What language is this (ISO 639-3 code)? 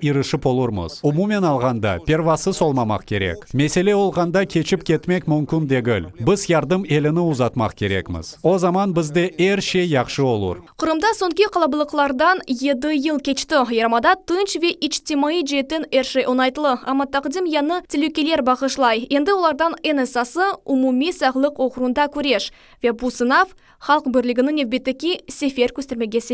crh